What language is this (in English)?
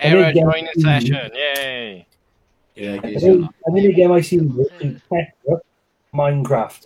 Welsh